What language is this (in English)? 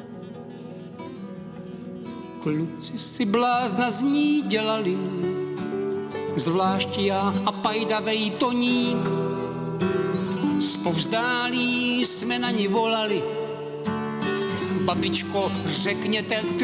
Czech